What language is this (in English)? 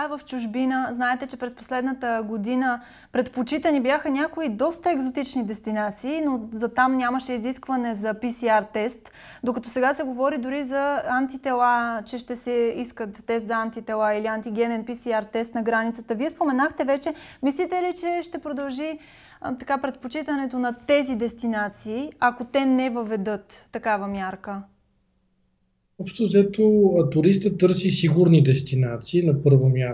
Bulgarian